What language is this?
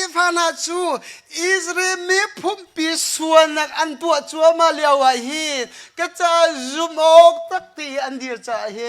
Hakha Chin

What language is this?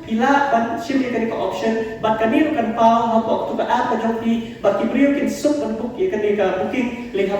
Khasi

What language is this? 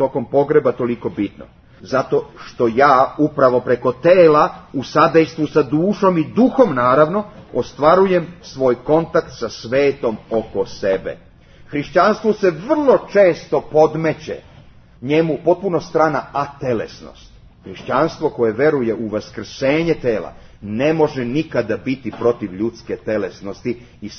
Serbian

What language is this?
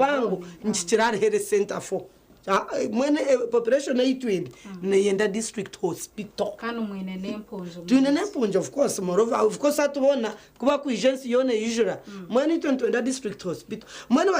Nyankole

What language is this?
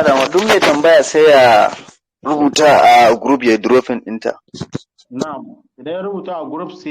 Hausa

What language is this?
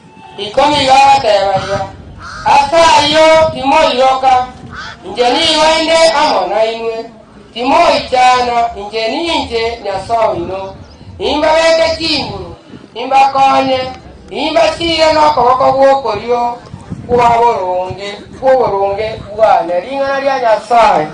Gusii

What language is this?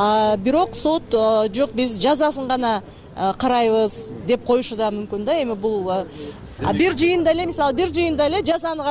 Kyrgyz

